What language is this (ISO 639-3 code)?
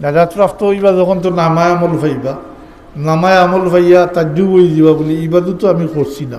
syl